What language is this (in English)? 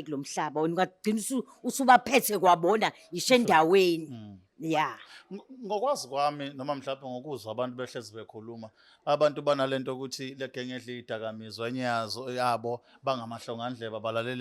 Zulu